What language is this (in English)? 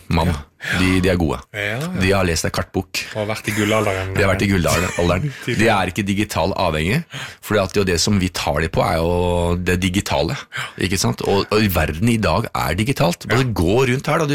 Norwegian